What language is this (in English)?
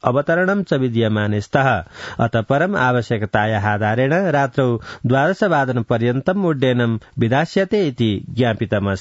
Sanskrit